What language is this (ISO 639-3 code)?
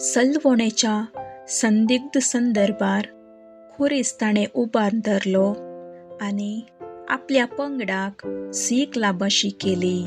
kok